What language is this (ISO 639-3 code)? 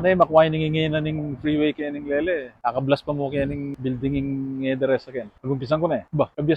pam